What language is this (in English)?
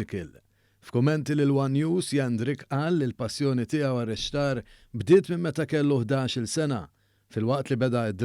Maltese